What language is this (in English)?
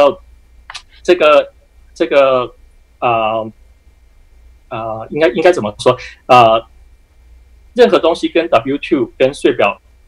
Chinese